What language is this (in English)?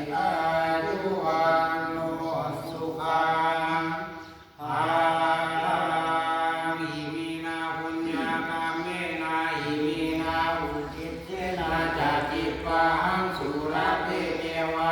Pali